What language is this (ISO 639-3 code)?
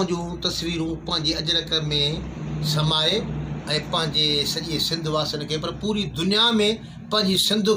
snd